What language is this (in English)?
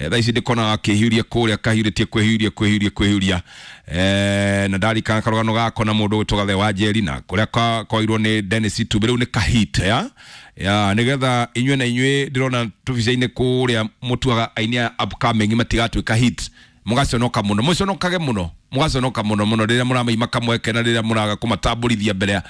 Kikuyu